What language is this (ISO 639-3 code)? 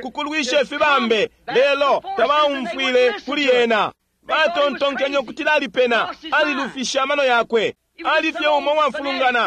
bem